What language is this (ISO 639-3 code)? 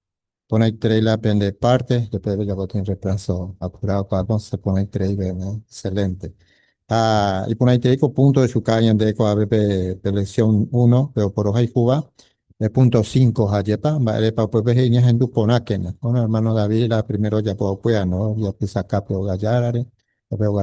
grn